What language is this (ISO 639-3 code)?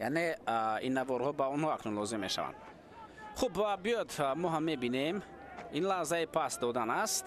tgk